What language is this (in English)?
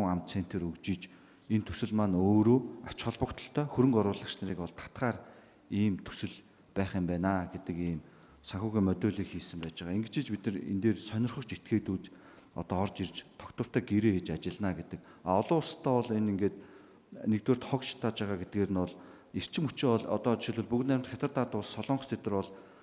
Mongolian